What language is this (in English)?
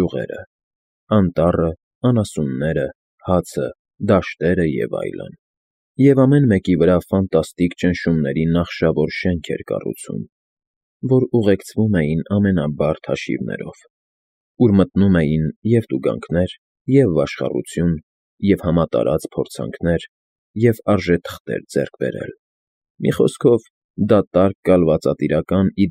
Armenian